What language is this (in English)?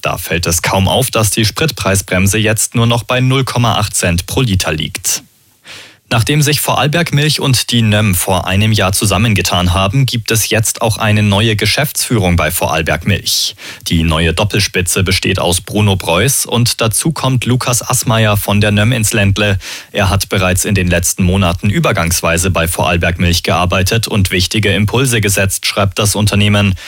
German